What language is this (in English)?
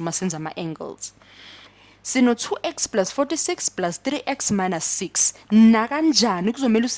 Zulu